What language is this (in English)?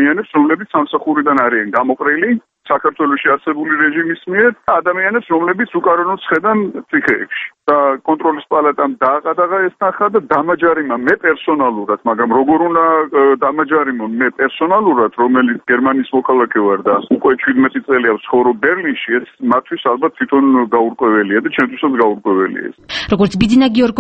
Georgian